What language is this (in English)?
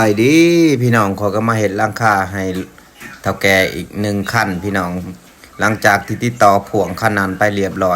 Lao